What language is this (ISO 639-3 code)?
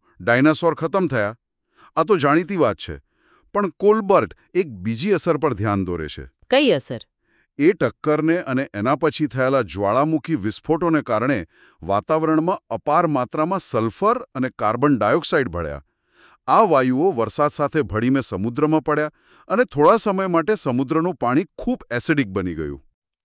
guj